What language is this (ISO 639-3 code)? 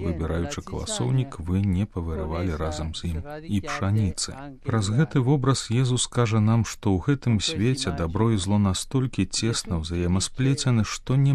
bel